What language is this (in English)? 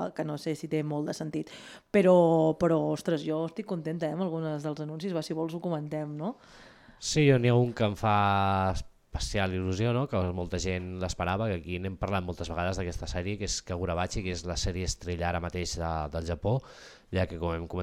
Catalan